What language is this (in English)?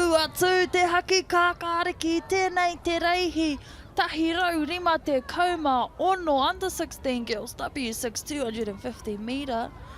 Māori